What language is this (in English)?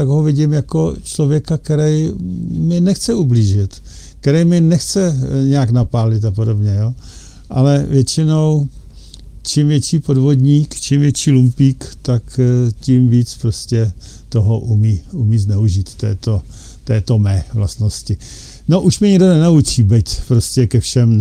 Czech